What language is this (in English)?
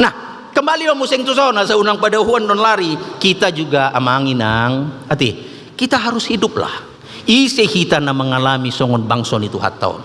Batak Toba